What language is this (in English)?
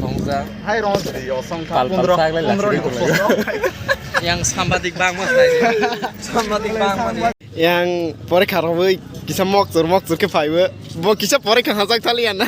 Kok Borok